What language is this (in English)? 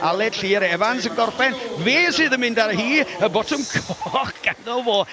Welsh